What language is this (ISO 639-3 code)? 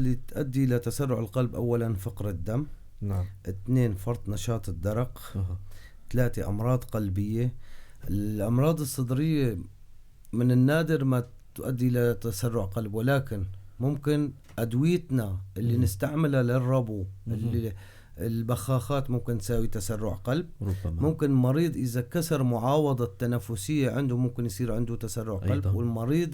apc